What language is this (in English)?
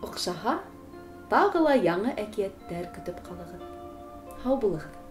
Bashkir